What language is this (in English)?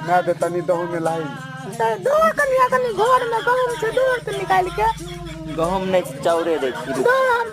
Maithili